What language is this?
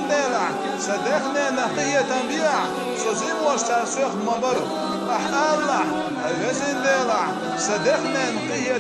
Chechen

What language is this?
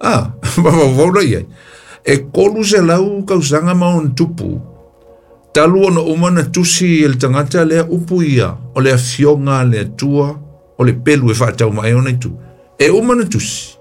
Samoan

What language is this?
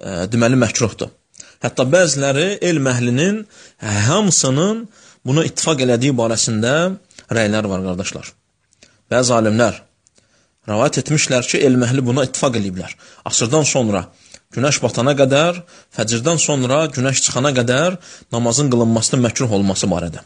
Azerbaijani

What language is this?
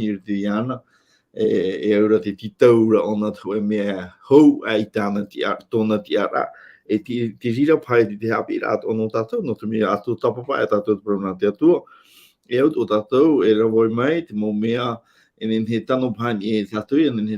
Tahitian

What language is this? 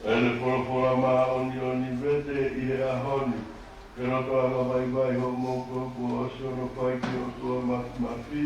Tongan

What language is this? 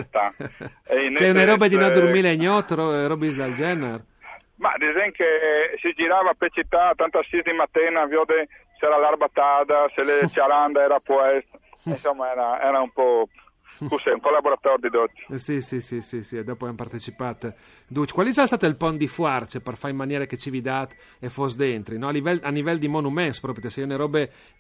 Friulian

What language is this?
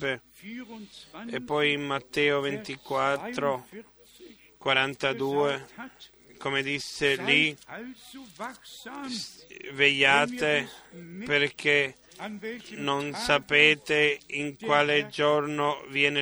Italian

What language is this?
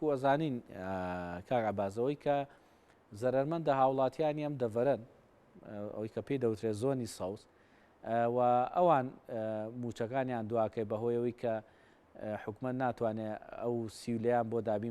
Central Kurdish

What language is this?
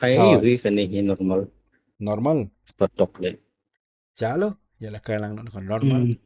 Khasi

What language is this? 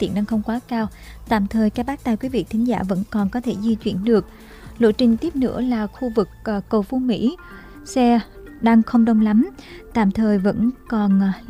Vietnamese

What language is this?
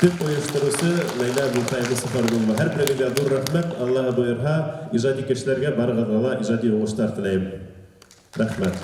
Bashkir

